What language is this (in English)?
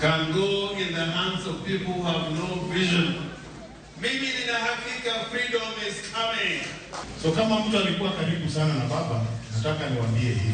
Luo (Kenya and Tanzania)